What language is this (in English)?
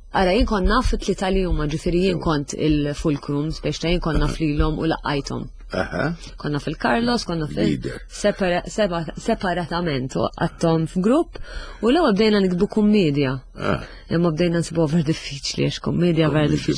Maltese